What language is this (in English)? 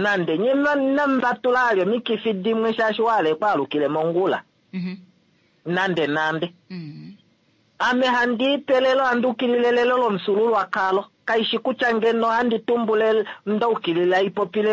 Kuanyama